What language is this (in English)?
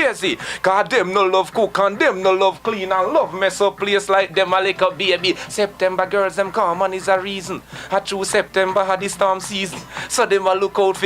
Jamaican Creole English